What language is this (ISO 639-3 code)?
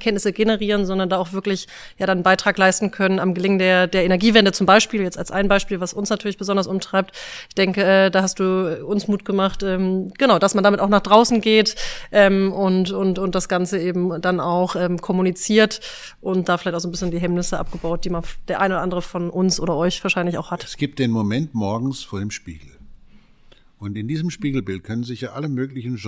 deu